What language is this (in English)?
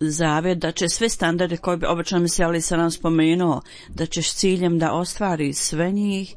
Bosnian